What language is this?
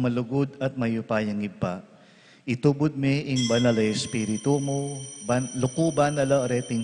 Pampanga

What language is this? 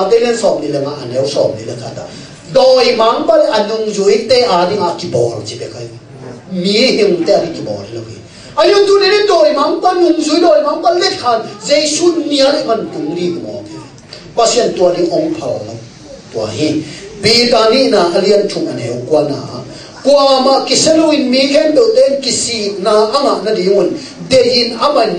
Tedim Chin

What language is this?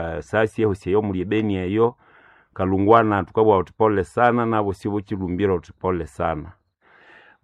Nande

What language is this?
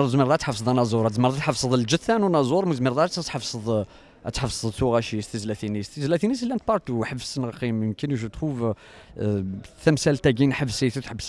Kabyle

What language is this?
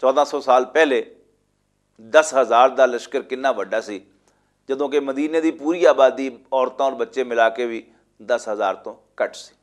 Western Panjabi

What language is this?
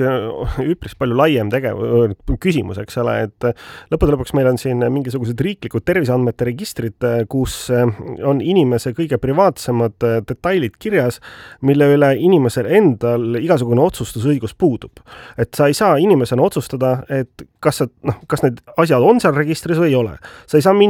Estonian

